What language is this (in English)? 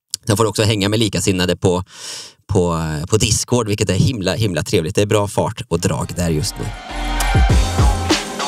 Swedish